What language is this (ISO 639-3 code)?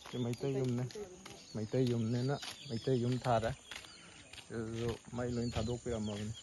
mni